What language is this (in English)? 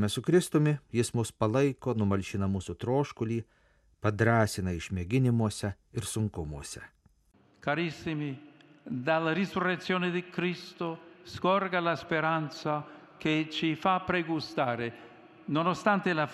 Lithuanian